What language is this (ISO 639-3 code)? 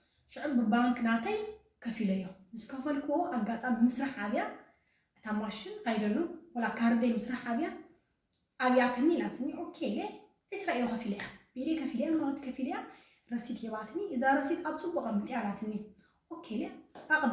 tir